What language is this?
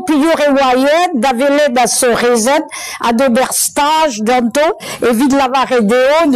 Breton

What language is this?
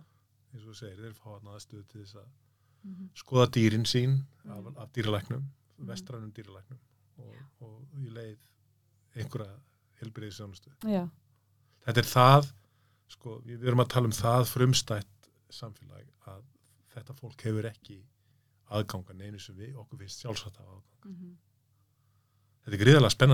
Icelandic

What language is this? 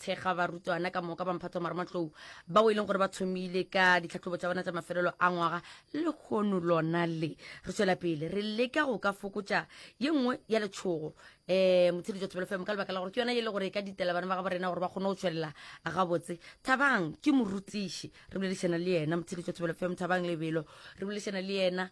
Northern Sotho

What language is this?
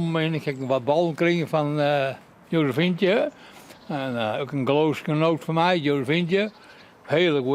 Western Frisian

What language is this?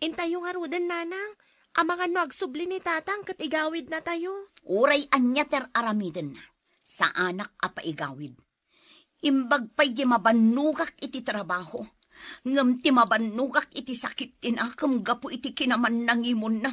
Iloko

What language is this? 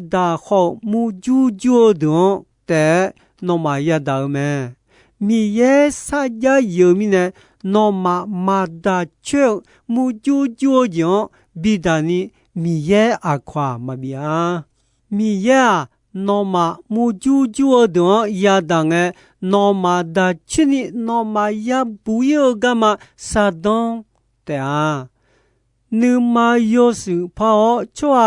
Akha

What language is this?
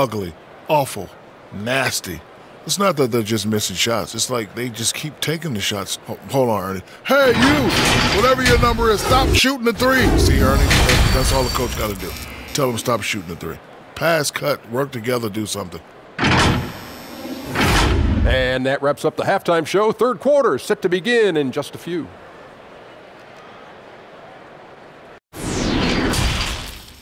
English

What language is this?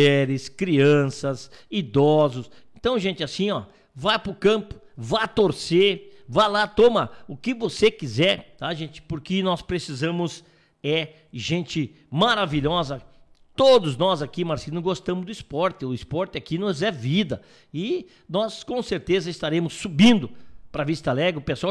Portuguese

